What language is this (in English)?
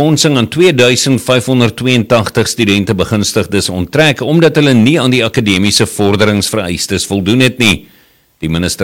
Afrikaans